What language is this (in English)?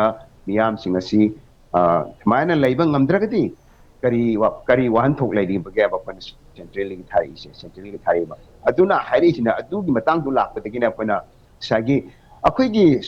Manipuri